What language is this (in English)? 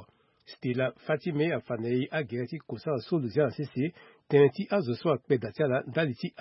Sango